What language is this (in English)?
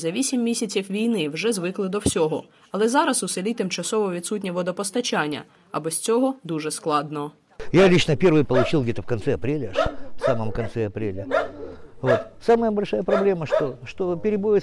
Ukrainian